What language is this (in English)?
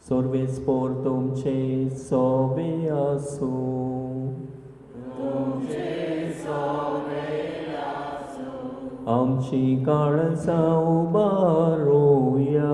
Konkani